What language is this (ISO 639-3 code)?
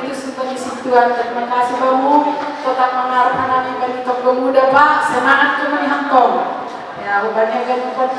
bts